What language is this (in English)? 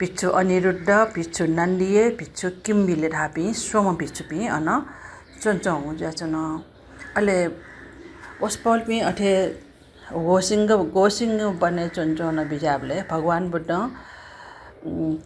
Newari